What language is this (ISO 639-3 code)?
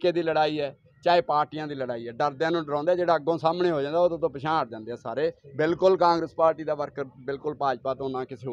pan